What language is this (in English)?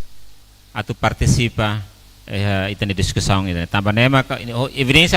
Tetum